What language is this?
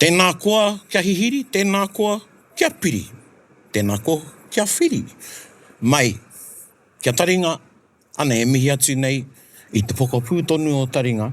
Māori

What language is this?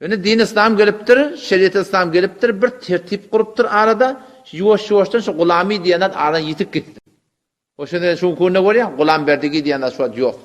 Turkmen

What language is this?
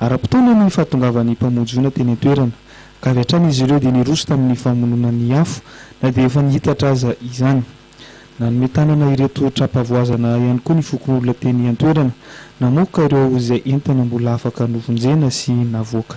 Malagasy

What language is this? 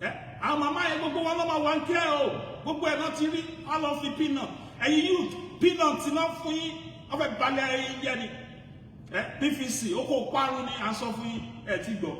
Yoruba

